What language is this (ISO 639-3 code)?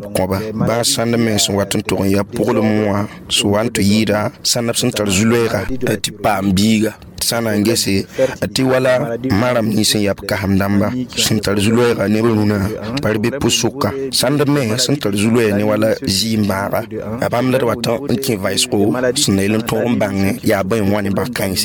mos